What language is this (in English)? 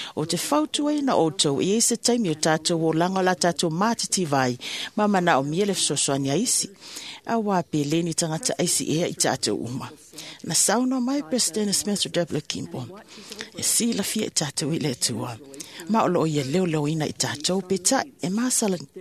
Samoan